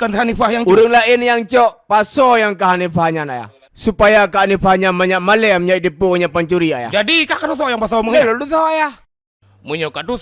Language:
Achinese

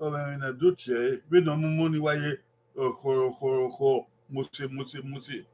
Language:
Bini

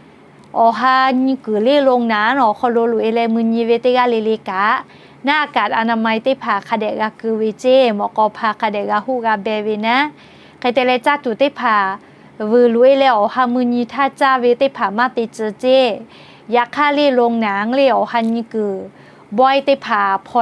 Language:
Lahu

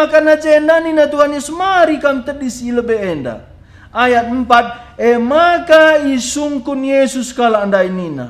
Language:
Batak Karo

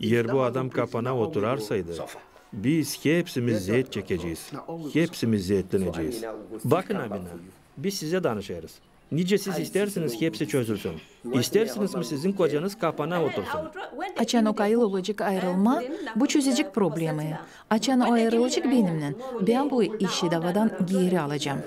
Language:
Gagauz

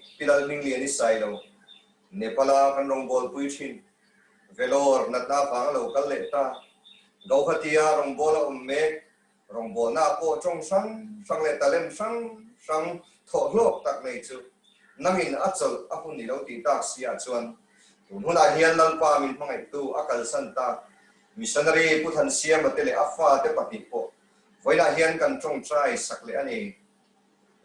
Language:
Mizo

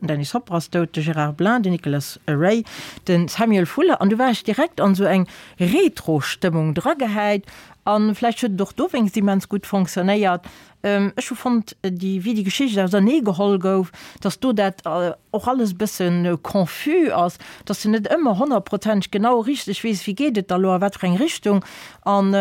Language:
Luxembourgish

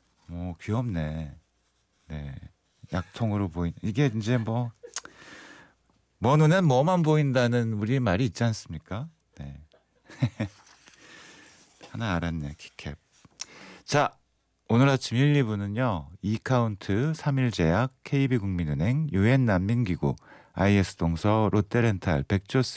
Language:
Korean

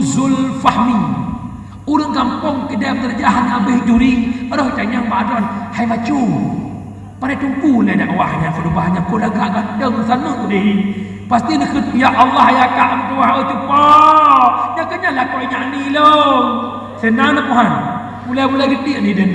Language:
Achinese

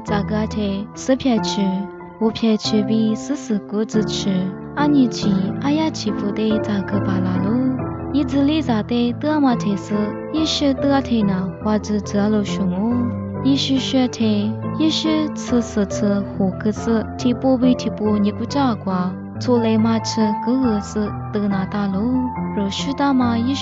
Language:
Lisu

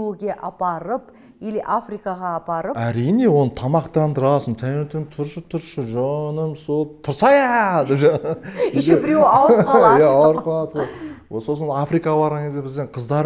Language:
Kazakh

